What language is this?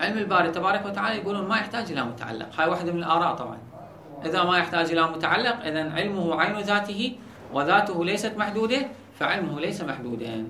Mesopotamian Arabic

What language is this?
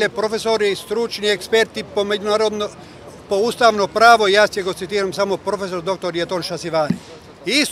Macedonian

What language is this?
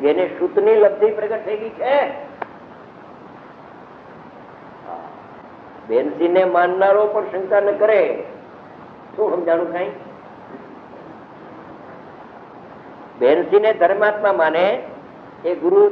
Gujarati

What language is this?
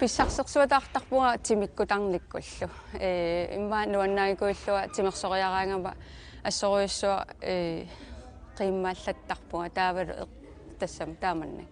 Kalaallisut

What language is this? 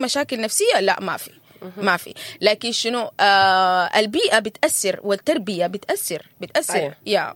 Sudanese Arabic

